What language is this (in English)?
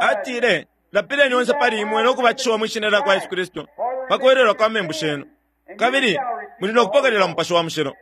Bemba